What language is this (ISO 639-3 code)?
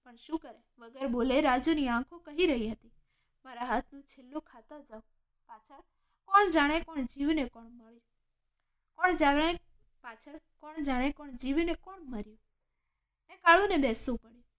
guj